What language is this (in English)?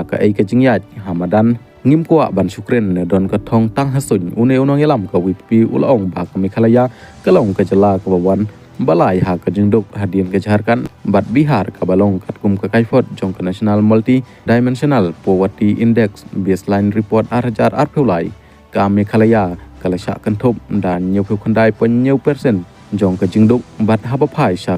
Khasi